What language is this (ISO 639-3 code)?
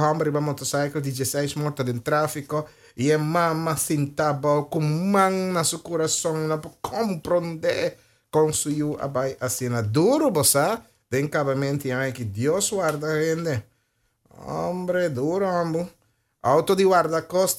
pap